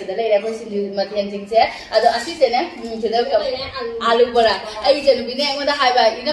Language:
Manipuri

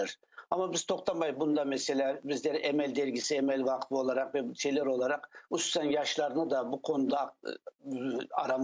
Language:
Crimean Tatar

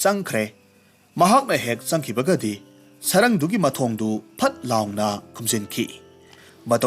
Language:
Manipuri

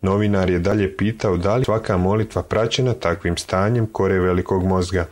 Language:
Serbian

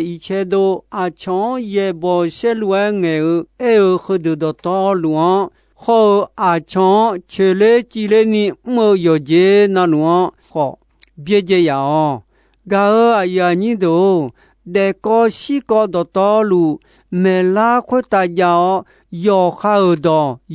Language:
Akha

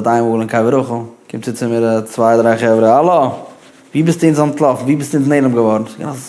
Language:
Yiddish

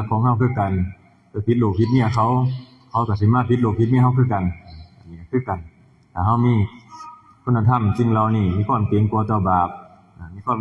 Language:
Northeastern Thai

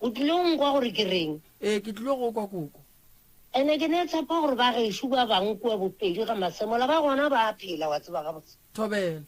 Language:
Northern Sotho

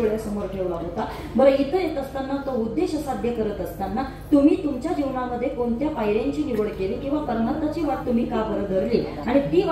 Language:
Marathi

